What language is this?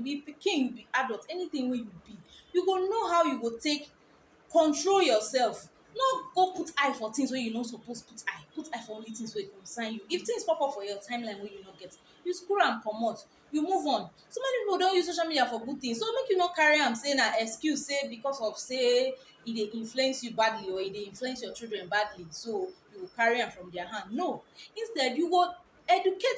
Nigerian Pidgin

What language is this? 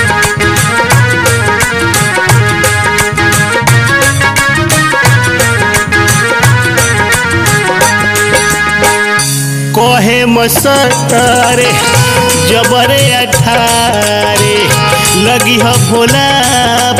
Bhojpuri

